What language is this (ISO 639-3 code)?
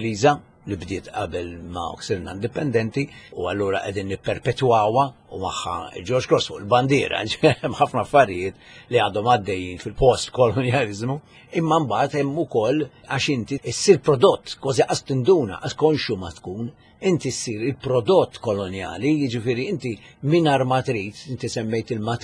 mlt